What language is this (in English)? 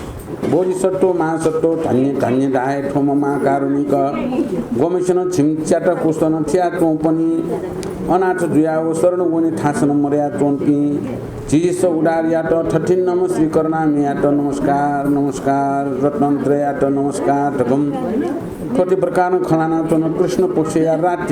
Newari